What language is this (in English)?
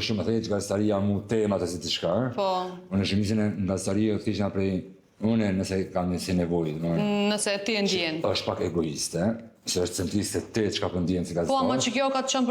Albanian